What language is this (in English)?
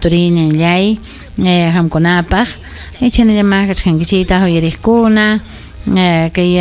Ayacucho Quechua